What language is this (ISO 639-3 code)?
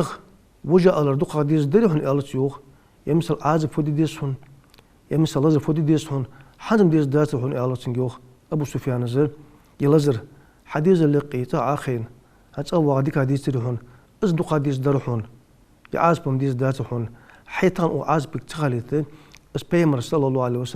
inh